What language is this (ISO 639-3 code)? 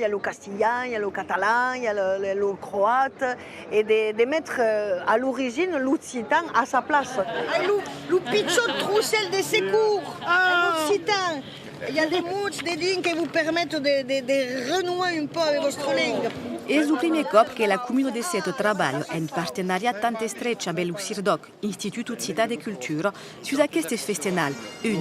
oci